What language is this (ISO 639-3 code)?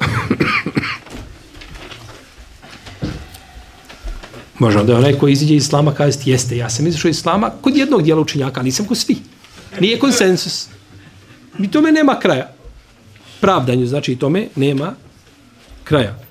bos